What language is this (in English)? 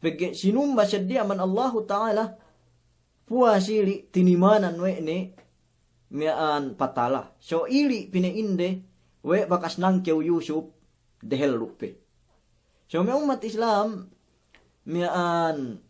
Yakan